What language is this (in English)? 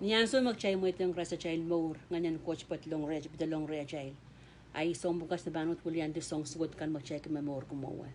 Pohnpeian